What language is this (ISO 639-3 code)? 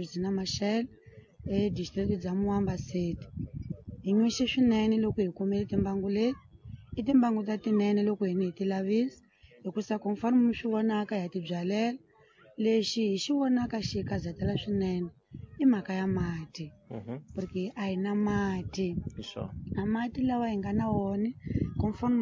tso